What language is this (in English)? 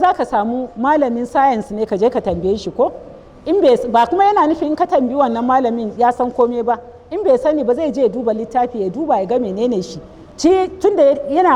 Hausa